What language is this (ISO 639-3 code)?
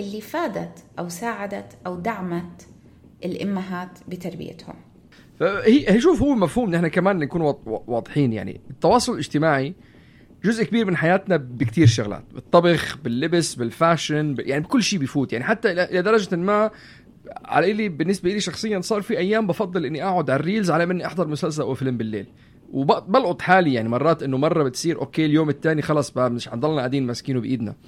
apc